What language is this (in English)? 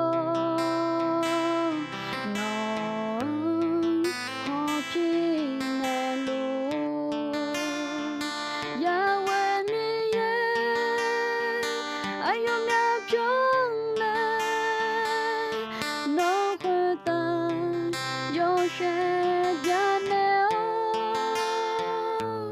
Akha